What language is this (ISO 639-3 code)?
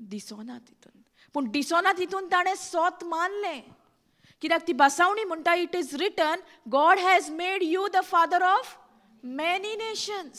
kok